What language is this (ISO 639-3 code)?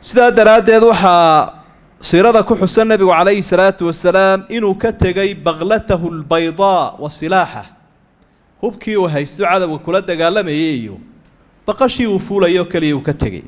som